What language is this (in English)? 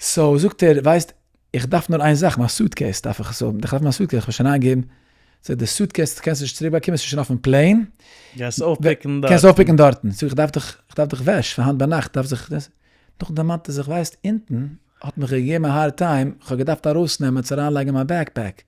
Yiddish